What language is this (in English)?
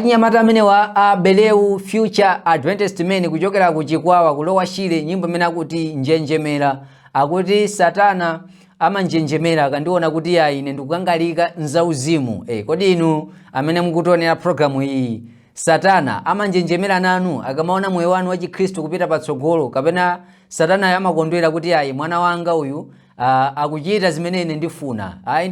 Nyanja